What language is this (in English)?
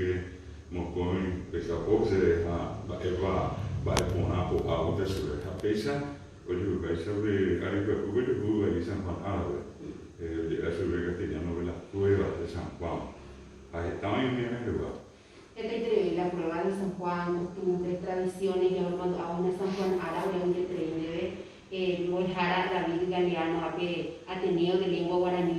Guarani